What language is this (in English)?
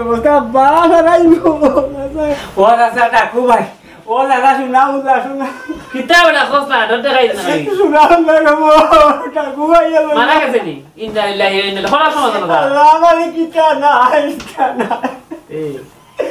Sylheti